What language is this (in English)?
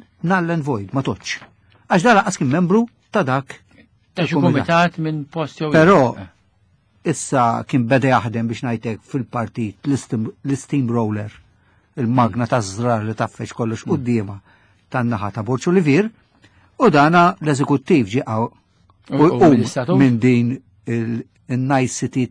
Maltese